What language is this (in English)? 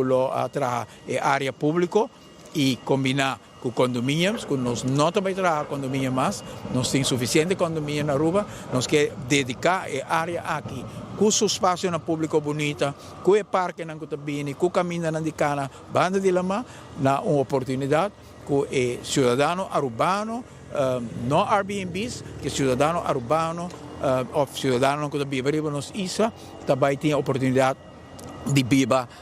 Papiamento